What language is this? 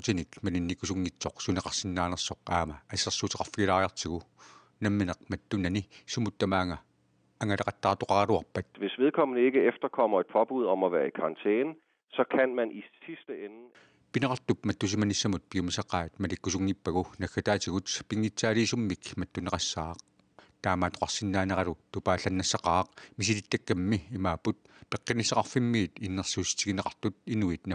Kalaallisut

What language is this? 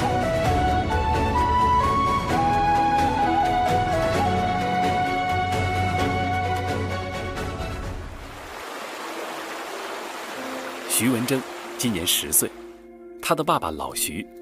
Chinese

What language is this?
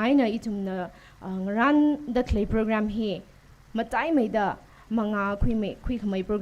Tangkhul Naga (India)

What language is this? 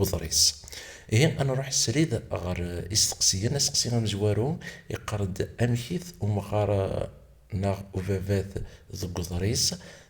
Kabyle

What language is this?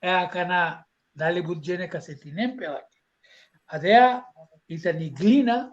Balkan Romani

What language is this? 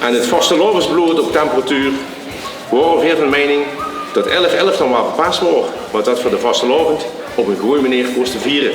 Limburgish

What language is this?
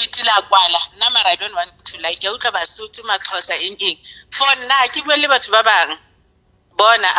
Southern Sotho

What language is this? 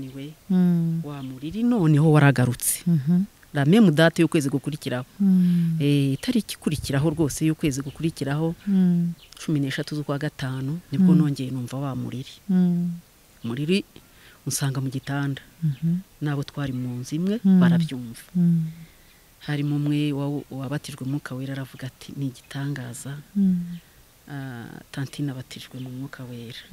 Kinyarwanda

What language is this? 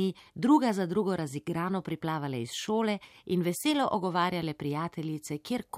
Slovenian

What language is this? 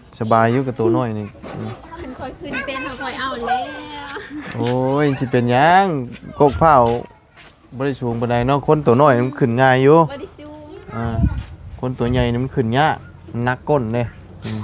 Lao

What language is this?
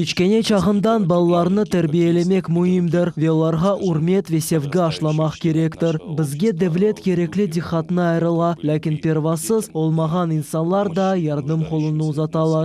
Crimean Tatar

